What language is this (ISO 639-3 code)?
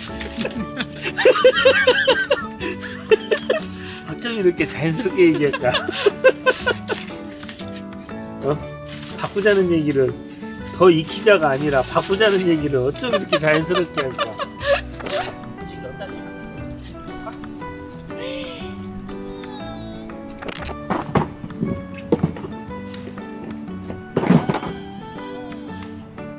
kor